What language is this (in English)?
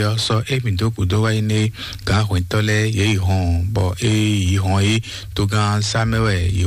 Fon